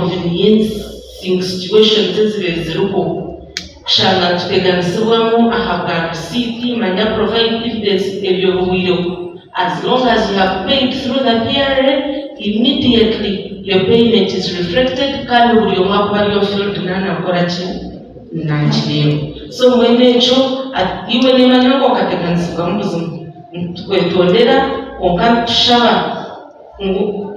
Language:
Nyankole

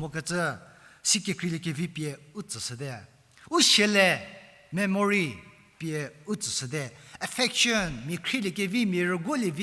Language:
Angami Naga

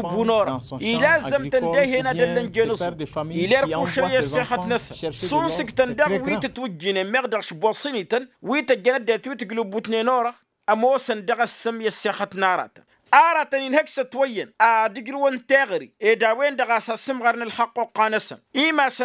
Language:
Tamasheq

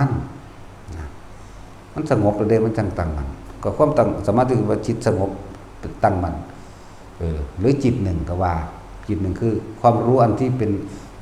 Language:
Northeastern Thai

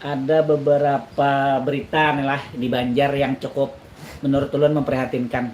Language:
Banjar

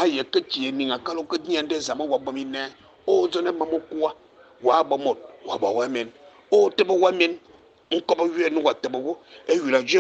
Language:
Fang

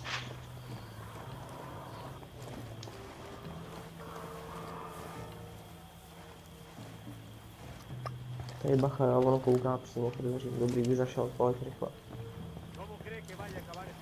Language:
Czech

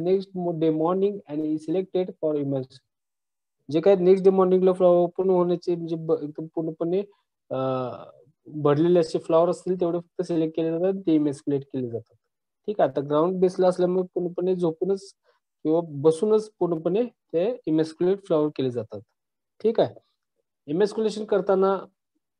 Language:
Marathi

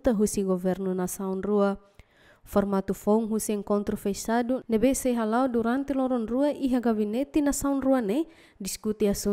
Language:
Tetum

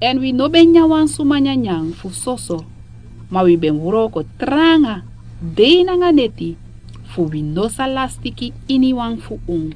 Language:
Sranan Tongo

